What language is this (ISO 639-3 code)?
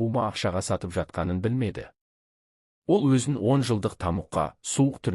kaz